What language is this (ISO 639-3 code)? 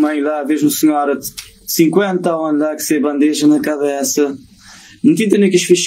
kea